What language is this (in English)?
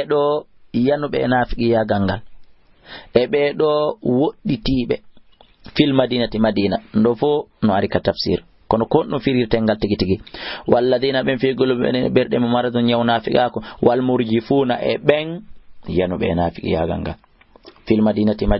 Fula